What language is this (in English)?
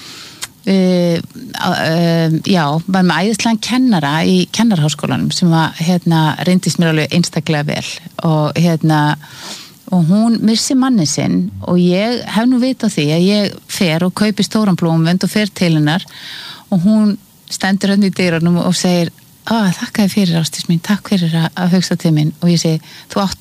Icelandic